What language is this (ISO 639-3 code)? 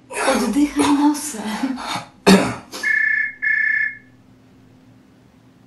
pol